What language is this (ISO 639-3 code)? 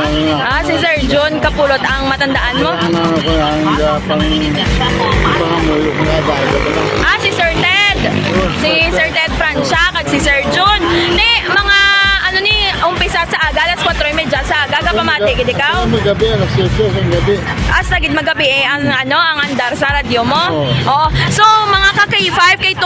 hil